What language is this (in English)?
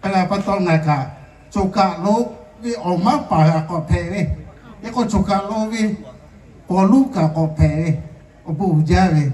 Lahu